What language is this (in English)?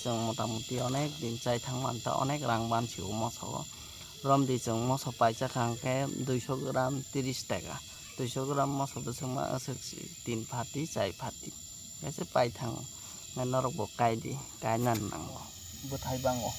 Kok Borok